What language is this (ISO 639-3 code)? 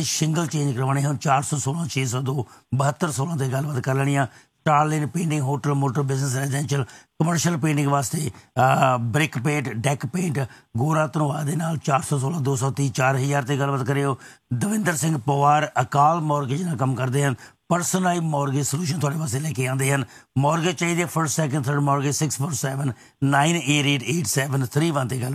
pan